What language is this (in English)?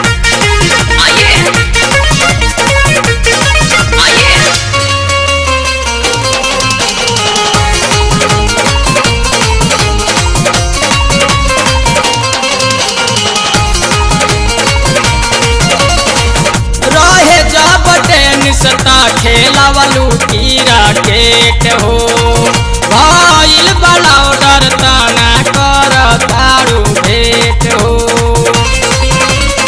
Bhojpuri